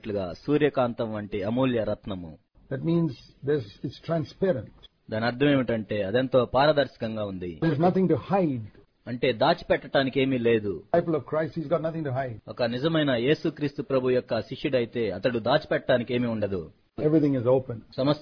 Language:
Telugu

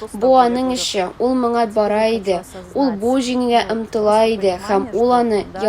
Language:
Tatar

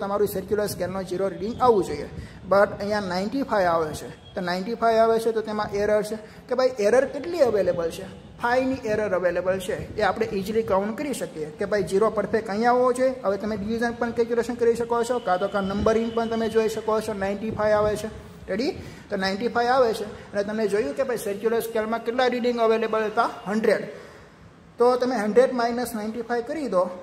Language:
Gujarati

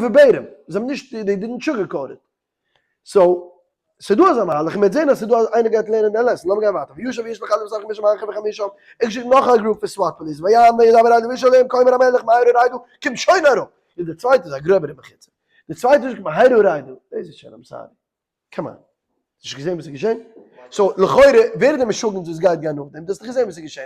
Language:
Yiddish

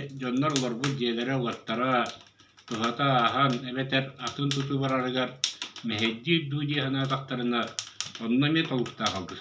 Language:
Yakut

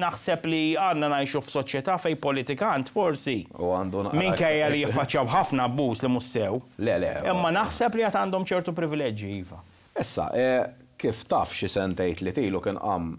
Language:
Maltese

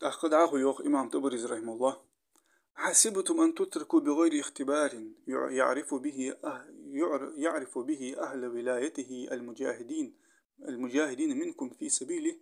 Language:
Ingush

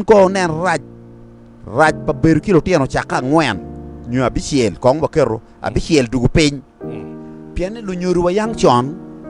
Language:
Acoli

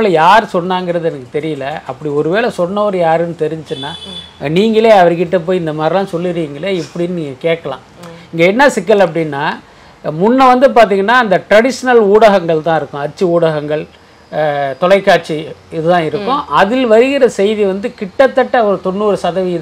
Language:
Tamil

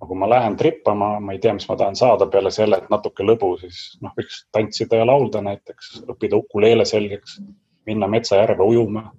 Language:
Estonian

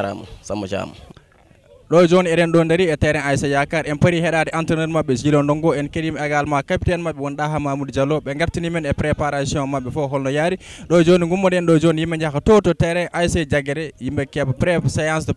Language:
Fula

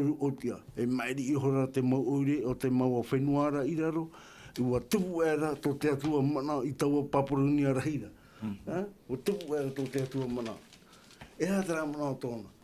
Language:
Tahitian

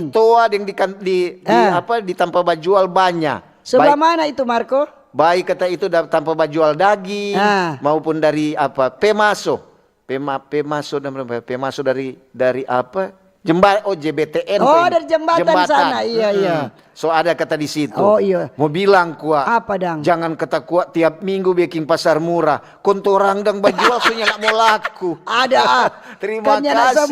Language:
Manado Malay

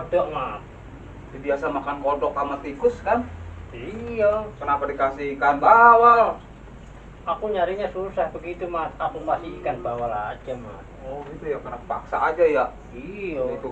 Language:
Betawi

